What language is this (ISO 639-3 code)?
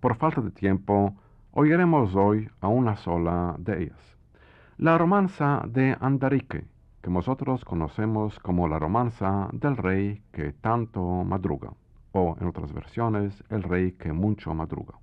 lad